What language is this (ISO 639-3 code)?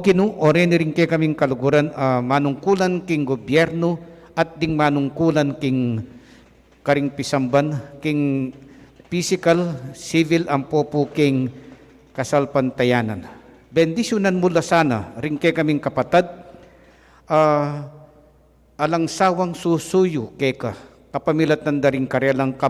pam